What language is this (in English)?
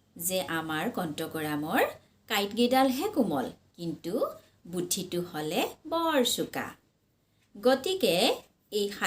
Assamese